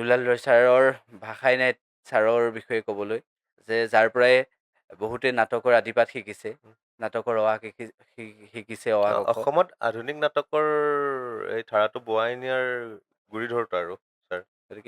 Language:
Assamese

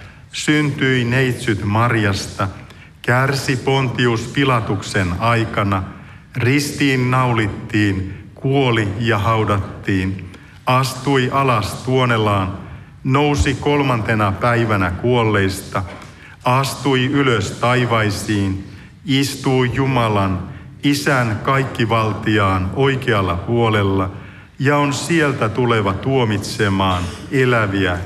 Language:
Finnish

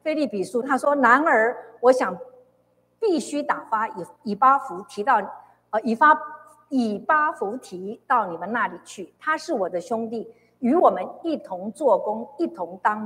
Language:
Chinese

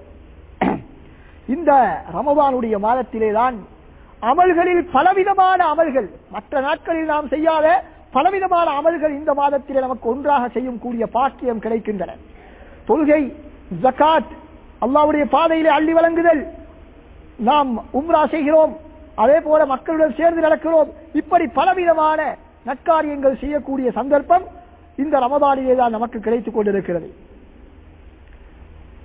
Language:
Tamil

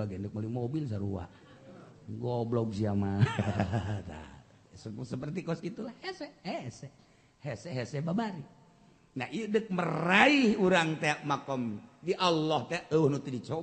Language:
Sundanese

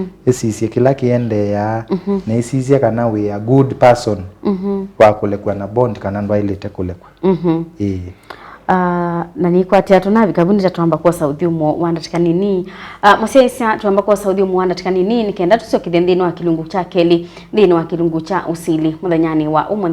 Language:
Kamba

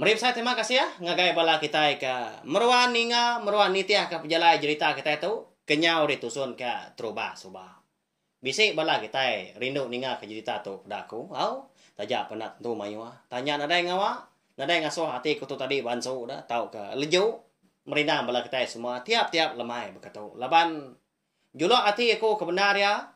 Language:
Iban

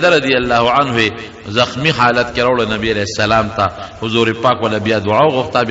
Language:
Pashto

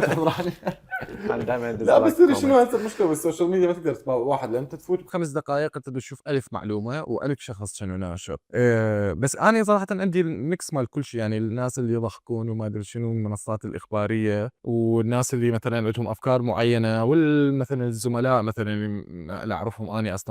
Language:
Mesopotamian Arabic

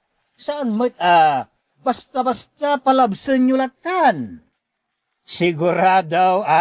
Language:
Iloko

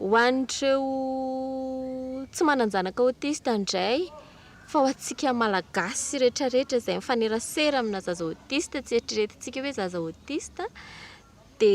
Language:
Malagasy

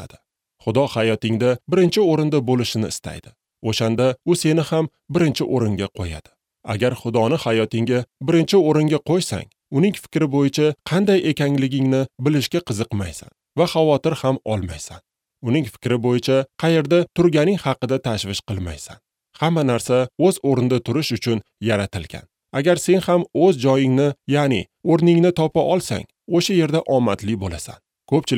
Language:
Uzbek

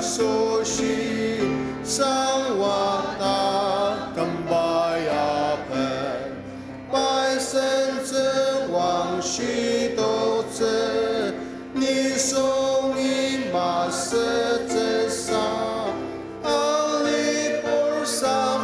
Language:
Ao Naga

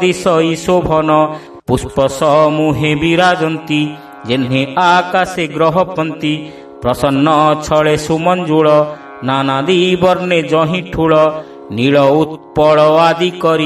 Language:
Odia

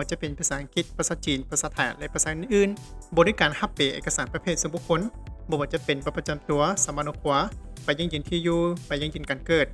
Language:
Lao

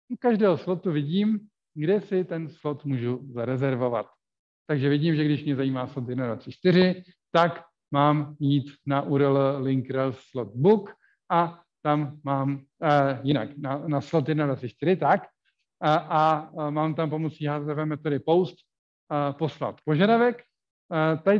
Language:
Czech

